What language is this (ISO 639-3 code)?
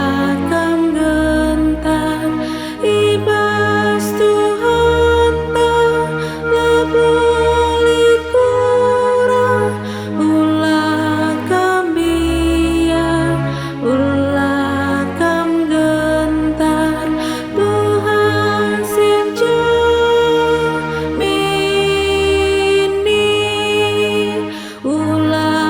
btx